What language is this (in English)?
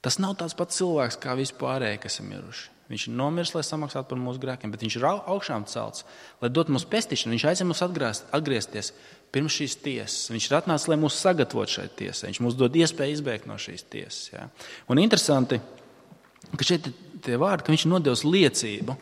Latvian